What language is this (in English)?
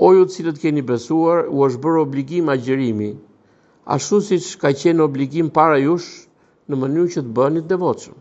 Albanian